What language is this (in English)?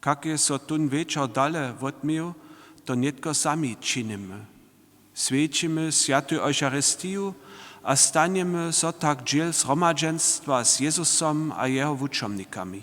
Upper Sorbian